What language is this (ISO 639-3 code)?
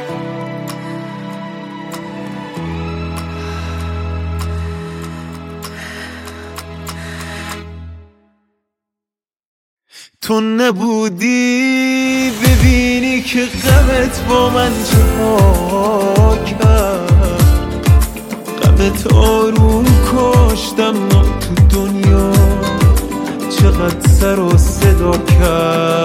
fas